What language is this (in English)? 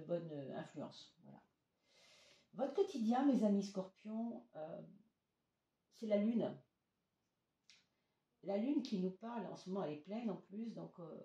French